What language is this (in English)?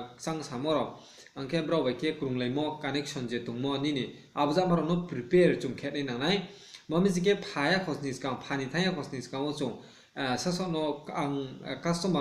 Riang (India)